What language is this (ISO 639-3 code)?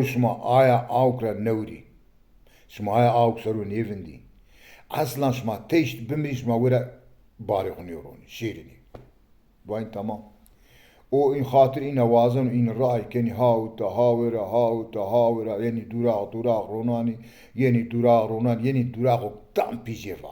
zza